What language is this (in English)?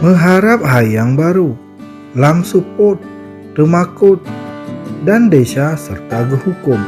Achinese